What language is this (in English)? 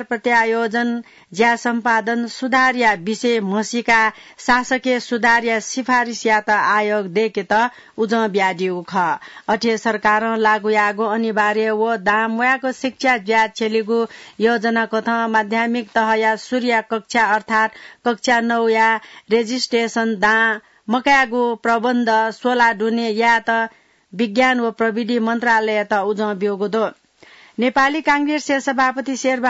Newari